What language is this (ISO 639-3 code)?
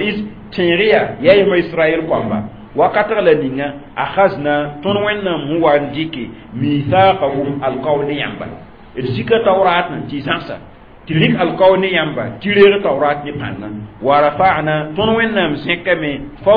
mos